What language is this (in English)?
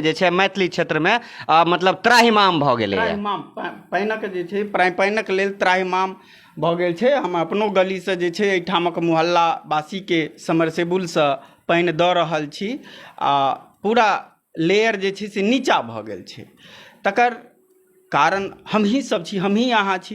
Maithili